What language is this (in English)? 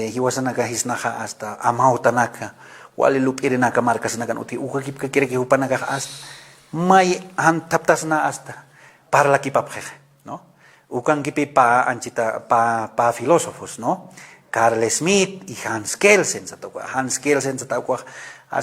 Aymara